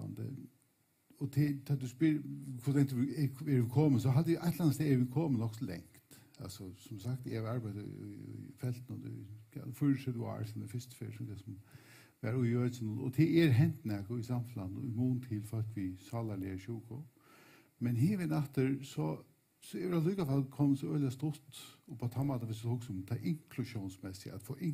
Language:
Faroese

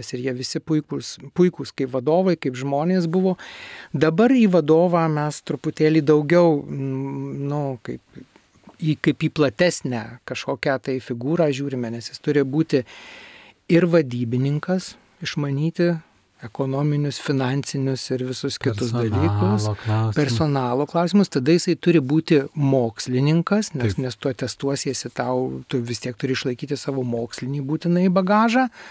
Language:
Lithuanian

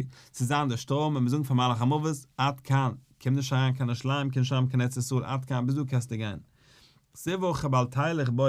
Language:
Yiddish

